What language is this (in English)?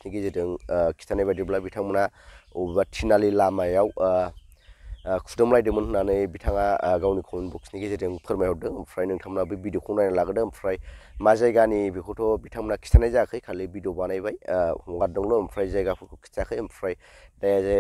Bodo